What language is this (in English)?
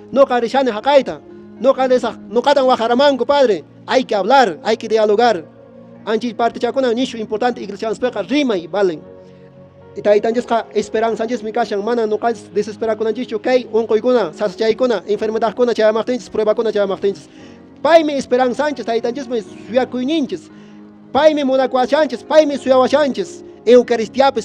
Quechua